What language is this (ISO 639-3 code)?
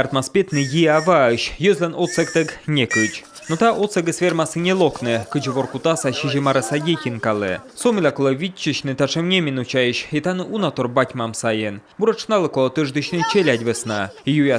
kom